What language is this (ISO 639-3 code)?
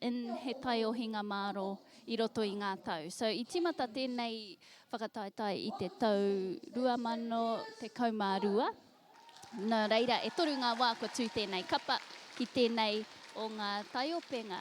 mri